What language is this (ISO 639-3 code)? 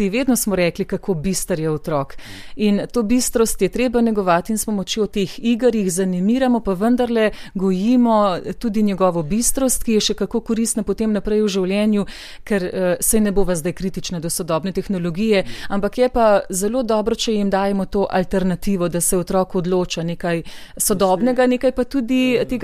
slv